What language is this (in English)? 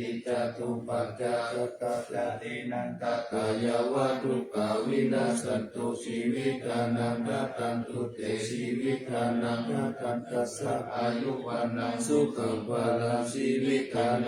Pali